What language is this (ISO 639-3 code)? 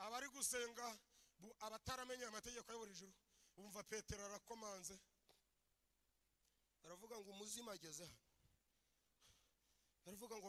kin